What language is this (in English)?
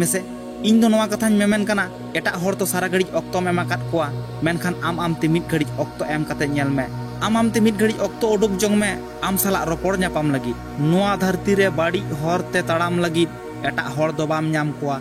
Santali